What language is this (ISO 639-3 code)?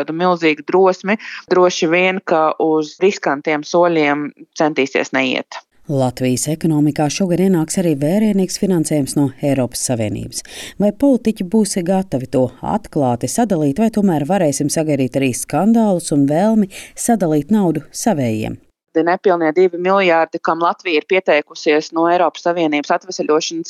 lav